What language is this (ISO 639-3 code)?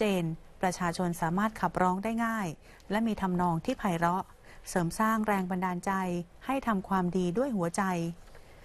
tha